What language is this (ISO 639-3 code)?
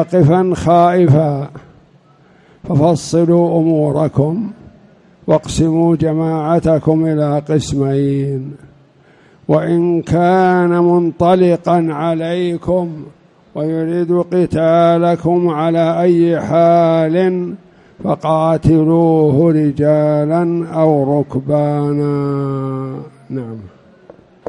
ara